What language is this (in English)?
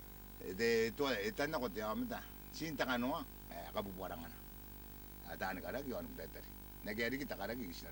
Gilbertese